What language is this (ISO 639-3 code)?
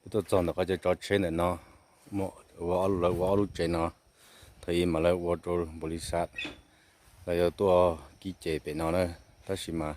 hmn